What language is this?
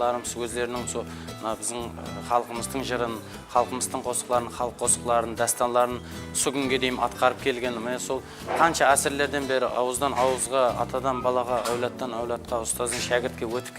Kara-Kalpak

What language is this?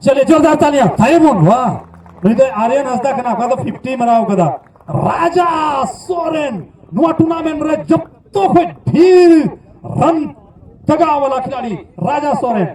Santali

